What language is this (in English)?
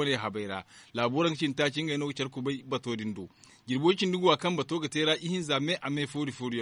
Zarma